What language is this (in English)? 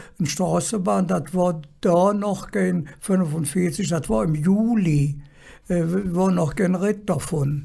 Colognian